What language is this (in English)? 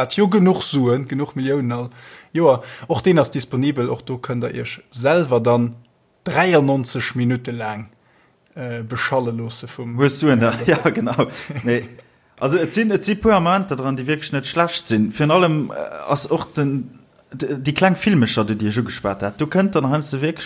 Luxembourgish